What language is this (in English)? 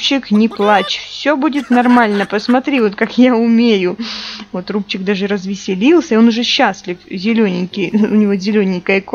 Russian